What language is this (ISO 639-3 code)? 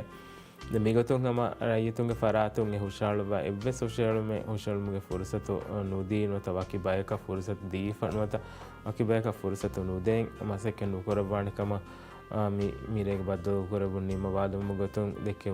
div